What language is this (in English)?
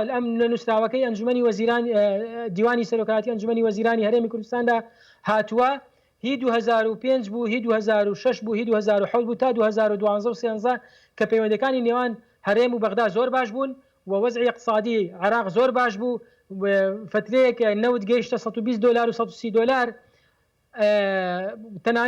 Central Kurdish